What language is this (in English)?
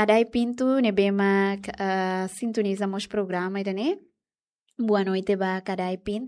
Tetum